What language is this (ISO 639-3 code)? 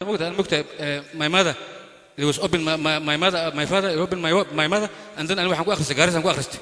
som